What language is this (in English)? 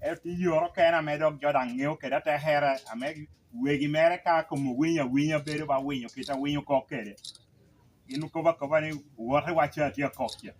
Lango (Uganda)